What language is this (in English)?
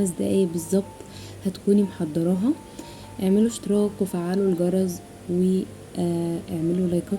Egyptian Arabic